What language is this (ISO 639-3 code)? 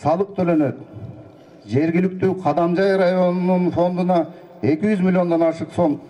kir